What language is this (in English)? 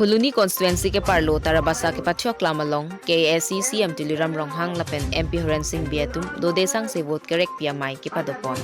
Karbi